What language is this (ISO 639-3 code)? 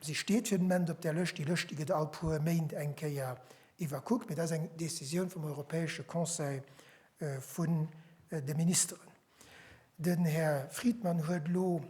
ltz